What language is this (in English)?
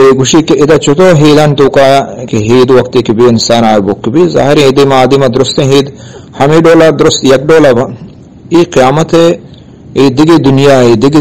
Eastern Balochi